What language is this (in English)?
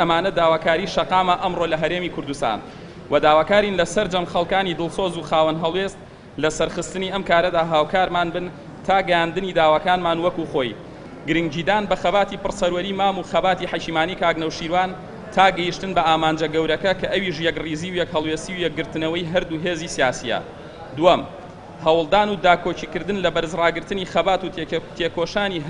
Central Kurdish